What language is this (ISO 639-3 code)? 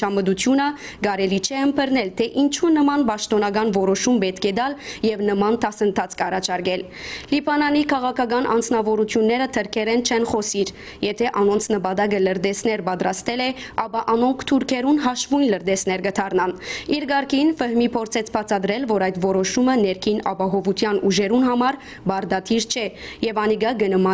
hyw